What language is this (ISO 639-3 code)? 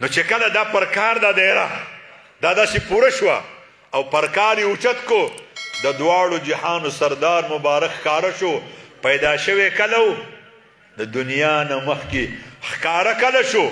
pus